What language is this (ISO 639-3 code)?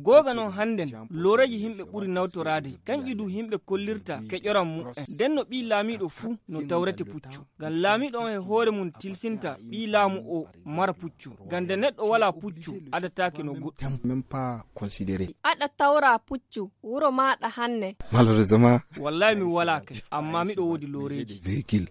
ful